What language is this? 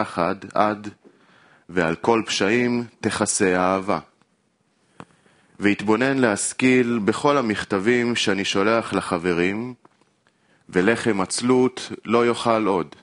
Hebrew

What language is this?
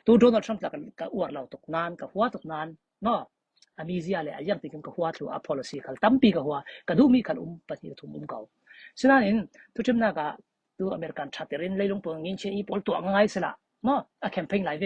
Falam Chin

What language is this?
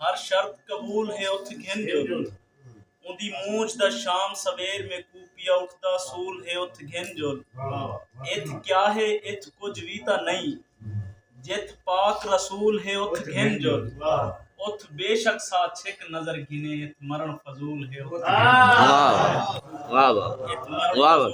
Saraiki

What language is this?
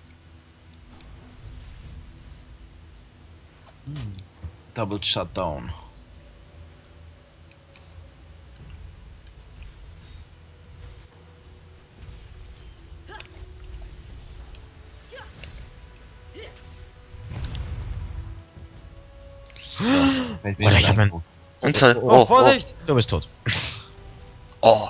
German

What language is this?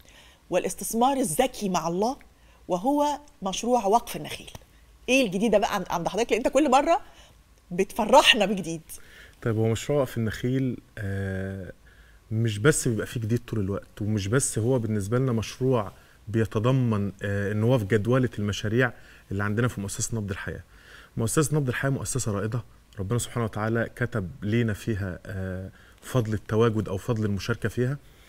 Egyptian Arabic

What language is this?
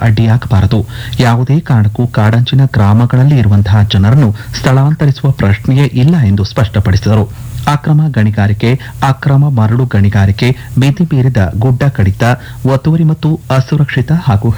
Kannada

